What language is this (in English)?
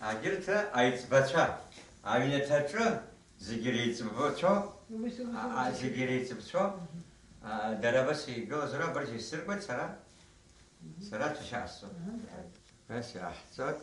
Abkhazian